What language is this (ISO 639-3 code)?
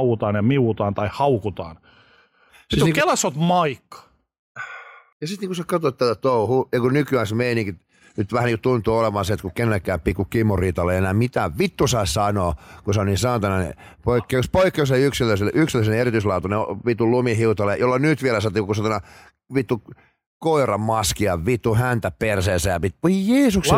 fin